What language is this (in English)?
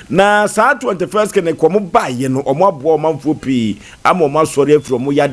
Akan